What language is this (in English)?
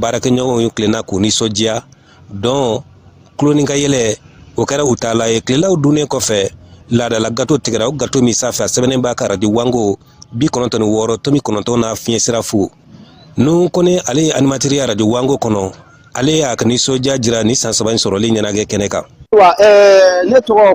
Bambara